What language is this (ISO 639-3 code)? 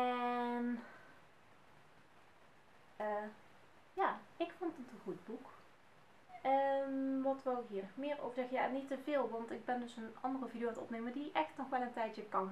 nld